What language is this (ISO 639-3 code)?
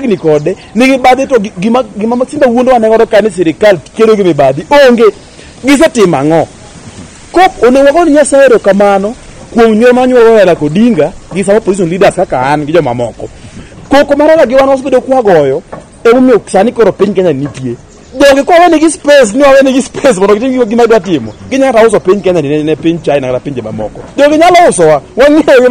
luo